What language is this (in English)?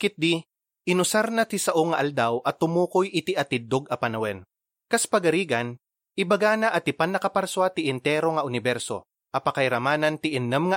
Iloko